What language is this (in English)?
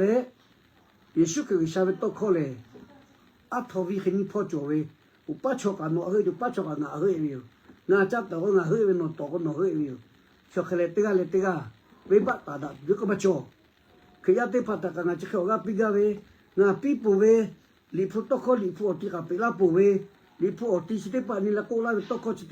Lahu